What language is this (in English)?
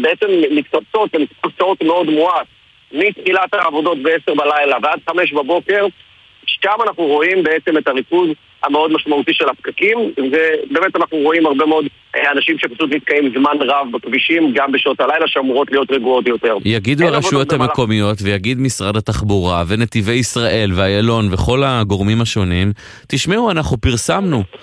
Hebrew